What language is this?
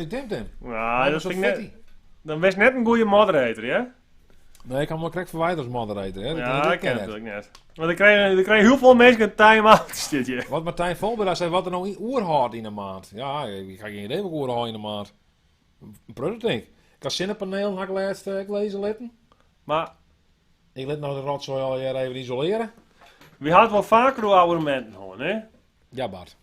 Western Frisian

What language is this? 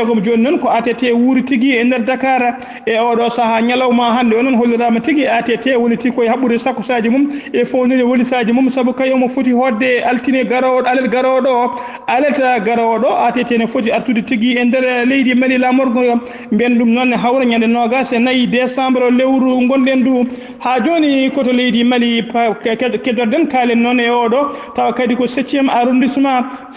Fula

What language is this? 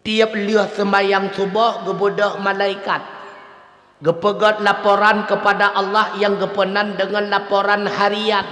Achinese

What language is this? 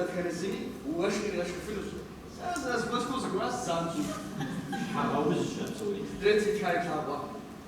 Kabardian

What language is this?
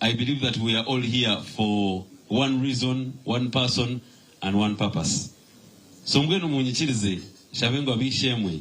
Nyankole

